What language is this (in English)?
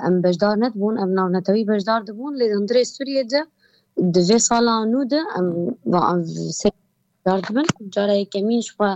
Kurdish